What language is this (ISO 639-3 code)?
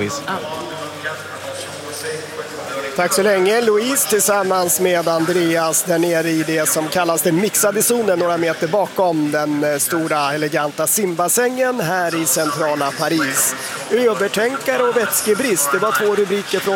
swe